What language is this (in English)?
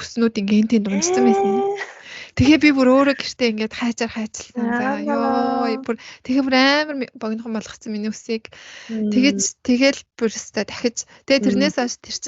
Mongolian